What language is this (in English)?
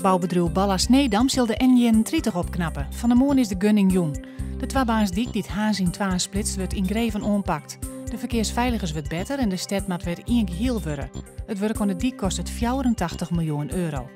Western Frisian